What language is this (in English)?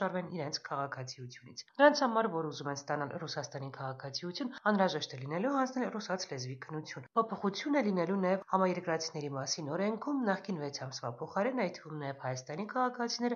Armenian